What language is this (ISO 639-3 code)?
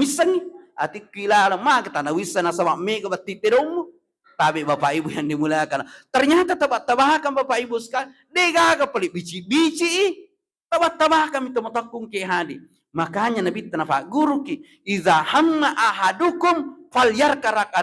bug